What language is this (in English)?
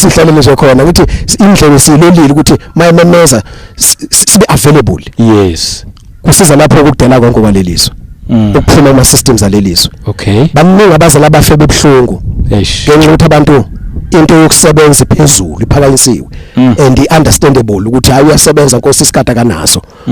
Zulu